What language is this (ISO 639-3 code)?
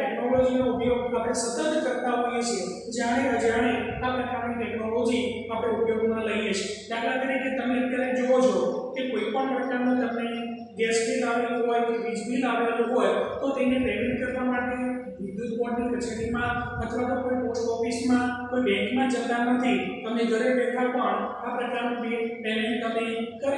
guj